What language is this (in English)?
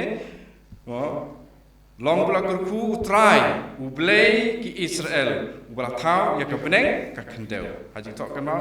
Khasi